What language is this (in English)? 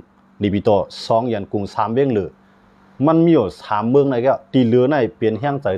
Shan